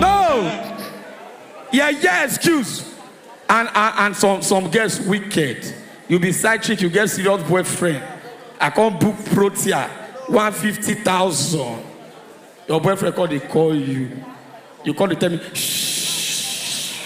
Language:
Nigerian Pidgin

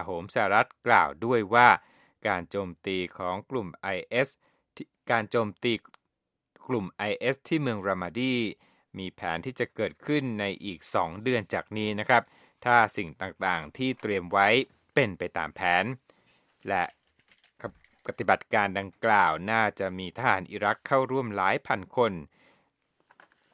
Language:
Thai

